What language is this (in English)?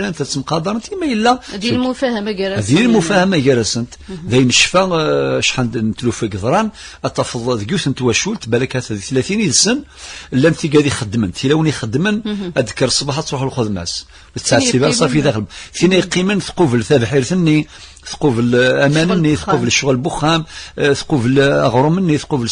Kabyle